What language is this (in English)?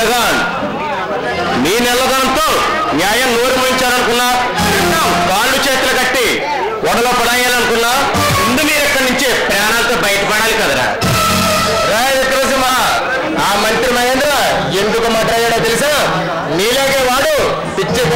Telugu